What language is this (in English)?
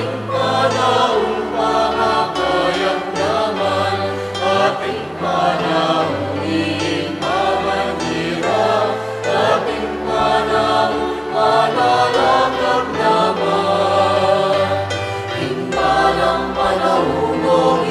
Pampanga